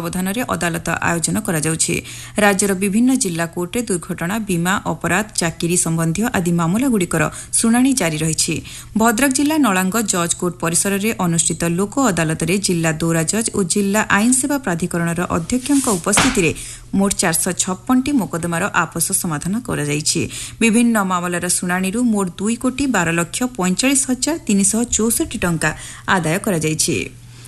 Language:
Odia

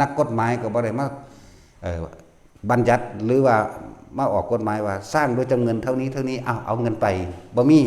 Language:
Northeastern Thai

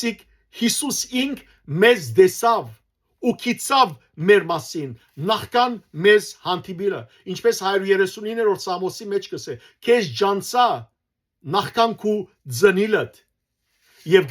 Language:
Western Armenian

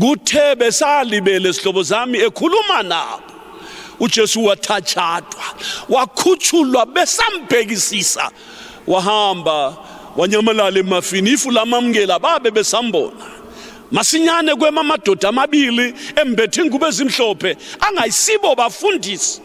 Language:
North Ndebele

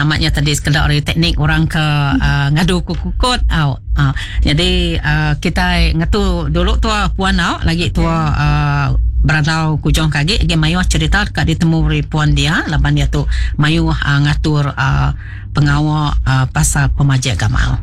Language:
Iban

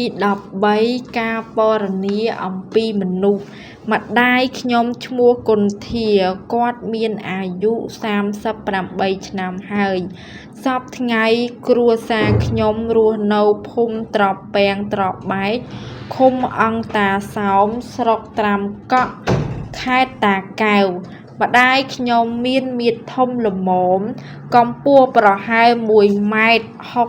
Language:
Khmer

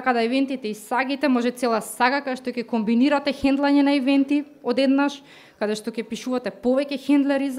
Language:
Macedonian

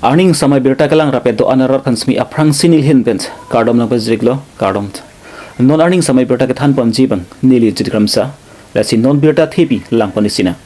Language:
Karbi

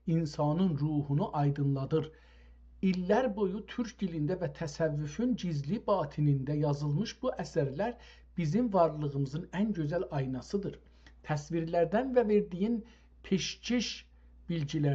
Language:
South Azerbaijani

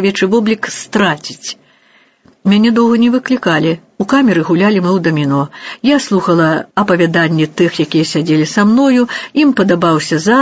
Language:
Belarusian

